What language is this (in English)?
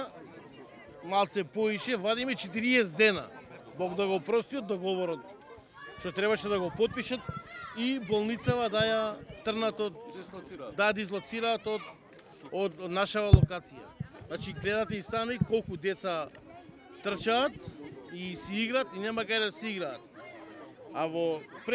Macedonian